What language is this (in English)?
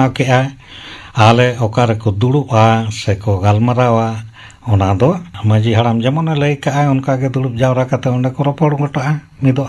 Santali